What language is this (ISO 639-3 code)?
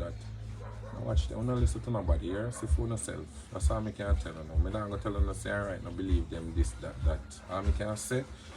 jam